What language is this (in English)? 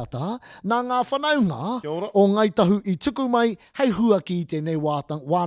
Māori